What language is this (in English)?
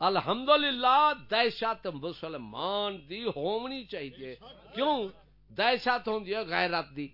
Saraiki